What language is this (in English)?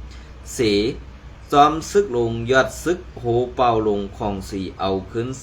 Shan